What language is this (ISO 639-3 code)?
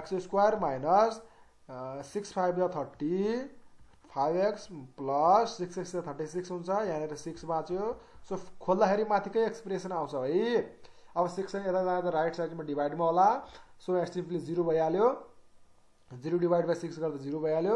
nep